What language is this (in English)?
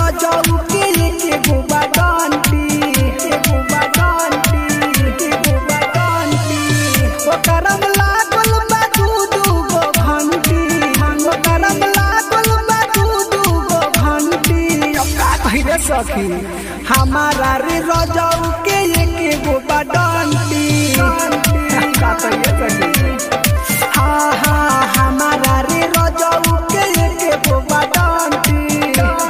Bhojpuri